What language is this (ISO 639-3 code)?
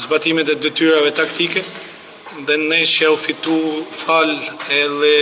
sqi